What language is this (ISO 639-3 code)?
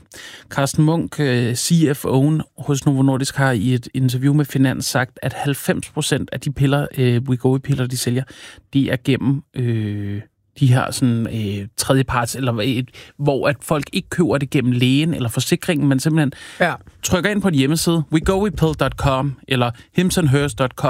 dan